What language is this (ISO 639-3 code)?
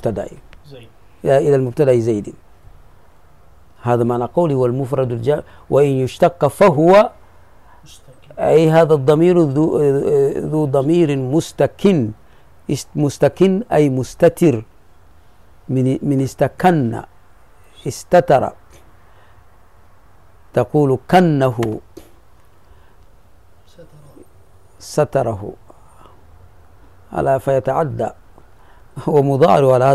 ara